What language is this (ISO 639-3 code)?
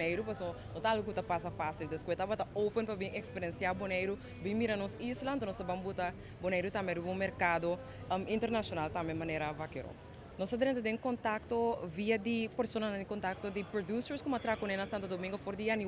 pap